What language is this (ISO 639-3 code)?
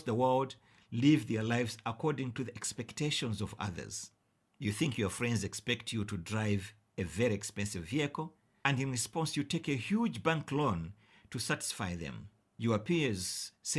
eng